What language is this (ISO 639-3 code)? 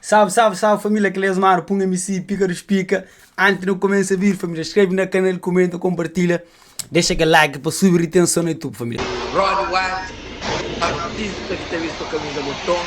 kea